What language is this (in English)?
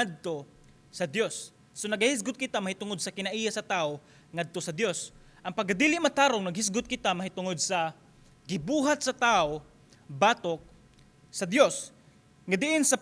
Cebuano